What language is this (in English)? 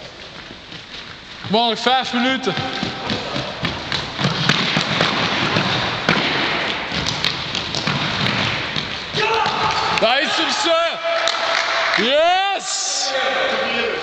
Dutch